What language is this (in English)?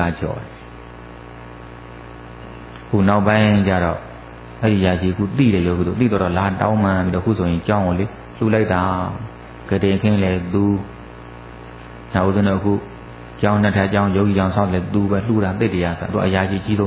Burmese